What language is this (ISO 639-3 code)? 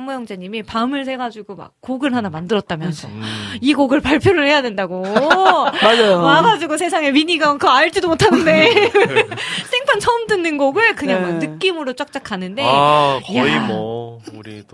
kor